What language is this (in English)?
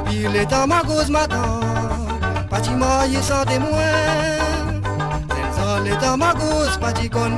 Morisyen